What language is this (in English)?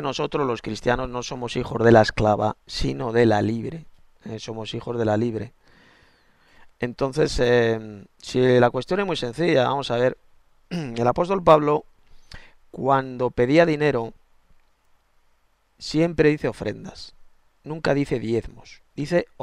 Spanish